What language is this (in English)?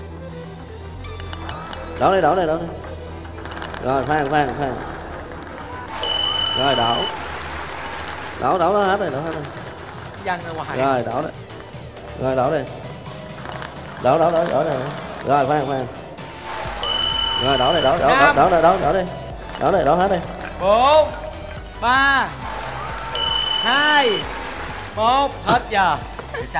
Vietnamese